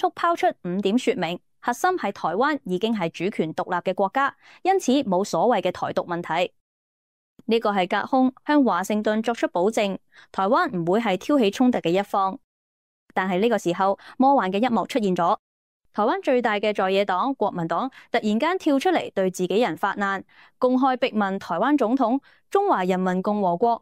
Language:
Cantonese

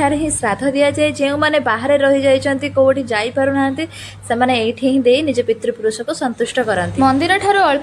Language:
Odia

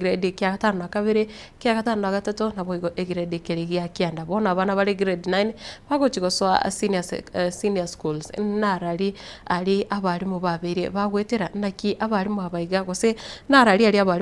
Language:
Gusii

